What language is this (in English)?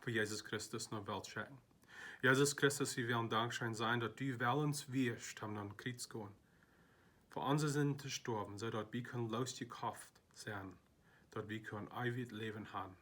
Plautdietsch